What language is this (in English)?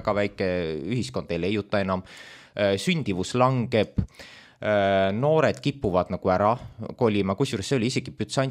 Estonian